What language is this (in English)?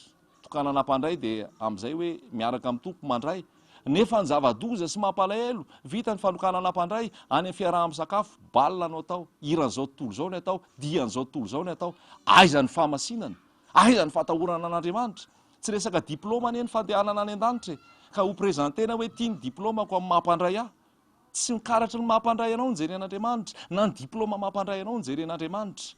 Malagasy